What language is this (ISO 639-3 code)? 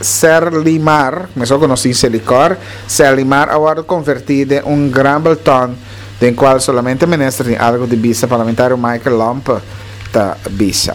pap